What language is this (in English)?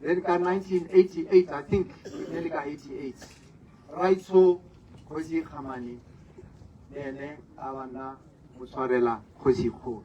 Tswana